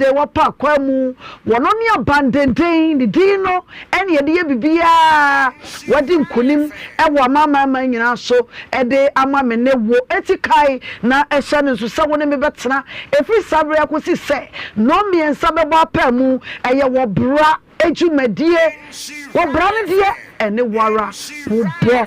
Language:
Akan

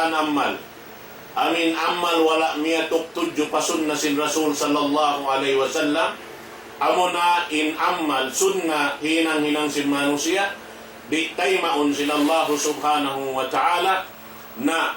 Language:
Tausug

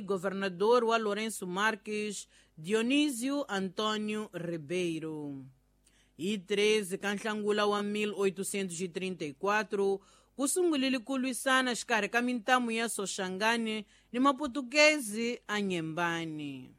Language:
Tsonga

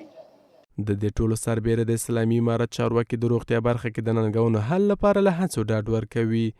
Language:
Pashto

